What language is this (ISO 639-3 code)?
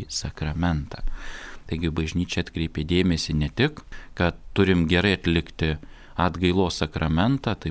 lit